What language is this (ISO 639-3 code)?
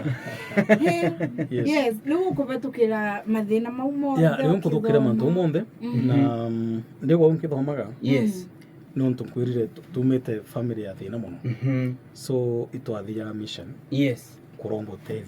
mer